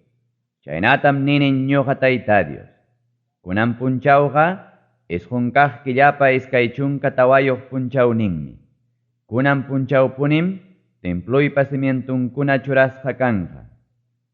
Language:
Ayacucho Quechua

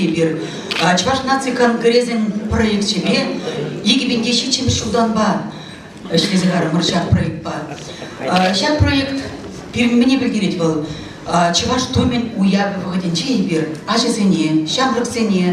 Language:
Chuvash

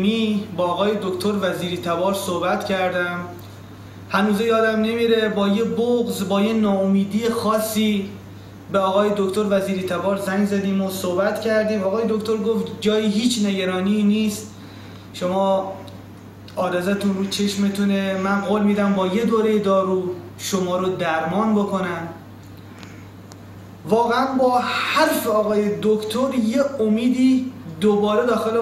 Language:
Persian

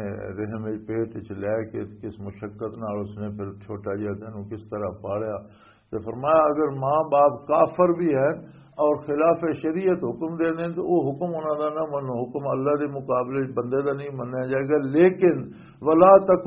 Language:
Western Panjabi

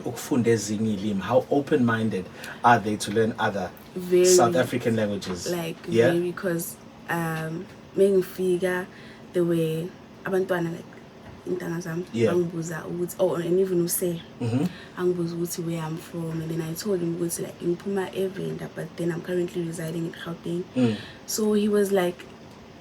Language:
Zulu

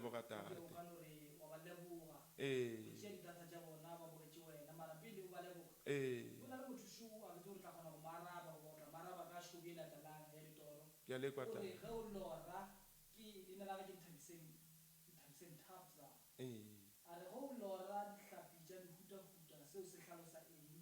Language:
Northern Sotho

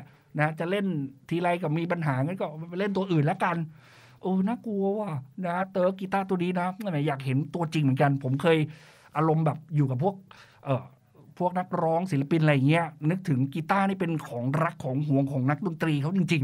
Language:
Thai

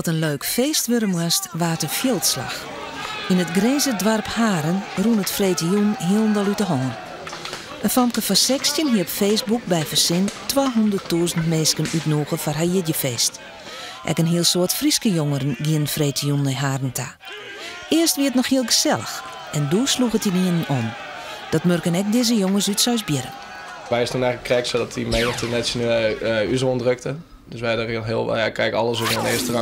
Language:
Western Frisian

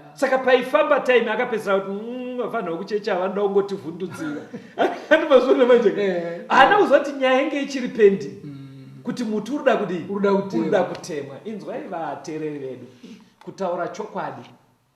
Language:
Shona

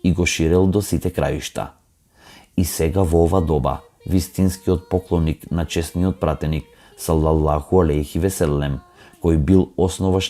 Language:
Macedonian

